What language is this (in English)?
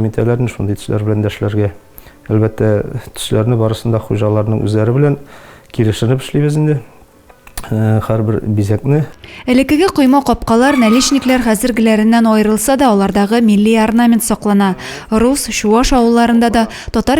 Tatar